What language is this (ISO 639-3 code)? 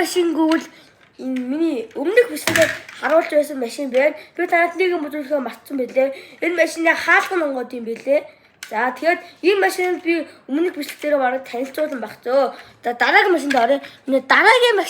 mon